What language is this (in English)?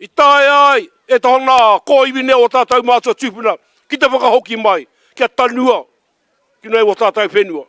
Māori